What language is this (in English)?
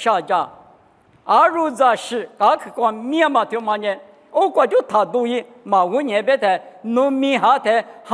Lisu